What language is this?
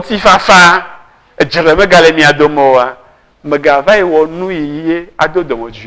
Ewe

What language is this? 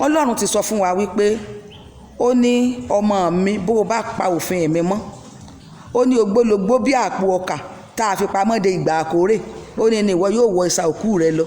Yoruba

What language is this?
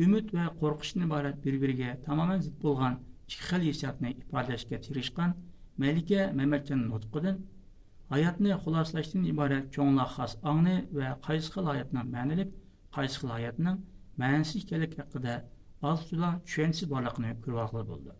Uyghur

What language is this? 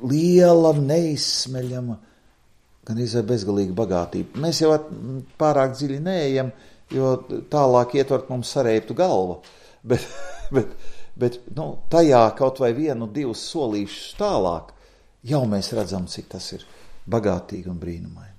Latvian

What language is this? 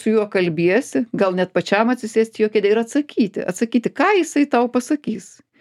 Lithuanian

